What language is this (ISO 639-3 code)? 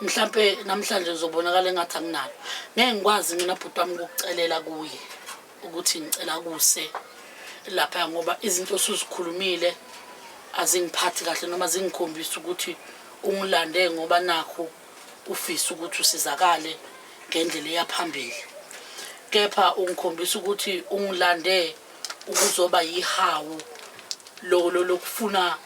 zul